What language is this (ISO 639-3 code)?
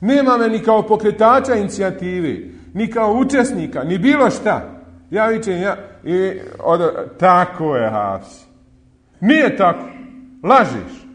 bos